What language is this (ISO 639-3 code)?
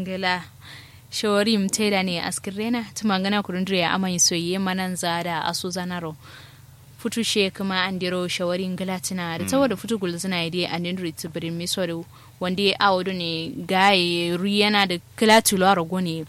kau